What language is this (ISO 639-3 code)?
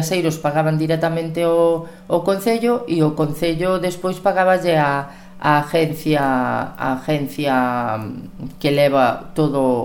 glg